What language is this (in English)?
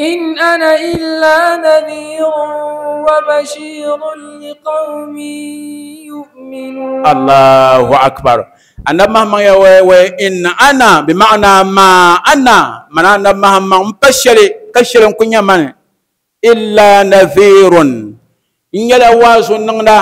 Dagbani